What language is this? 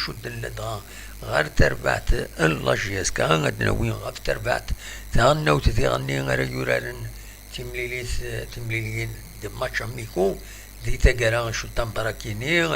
Kabyle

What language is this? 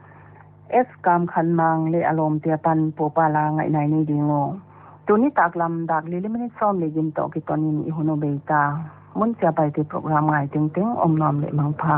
Paite Chin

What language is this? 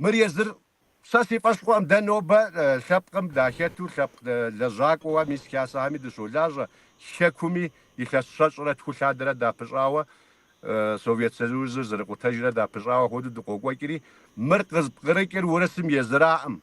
Kabardian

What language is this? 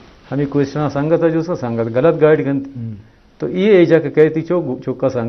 Eastern Balochi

